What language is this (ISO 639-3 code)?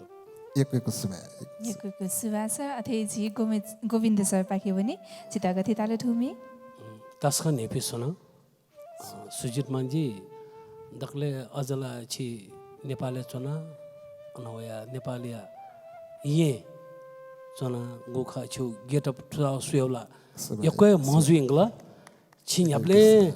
new